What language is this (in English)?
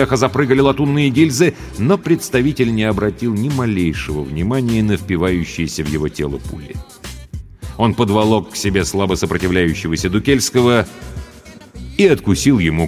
Russian